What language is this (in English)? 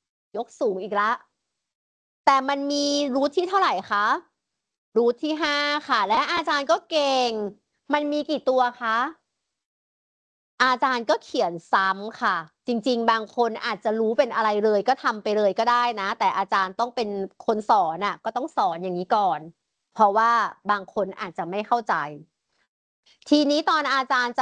Thai